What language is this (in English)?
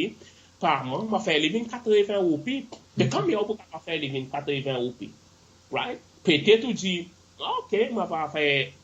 Seselwa Creole French